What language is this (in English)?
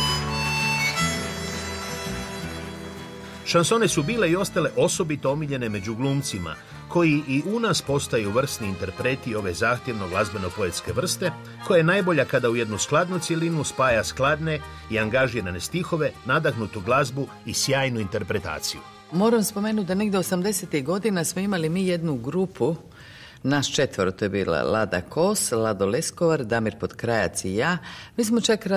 Croatian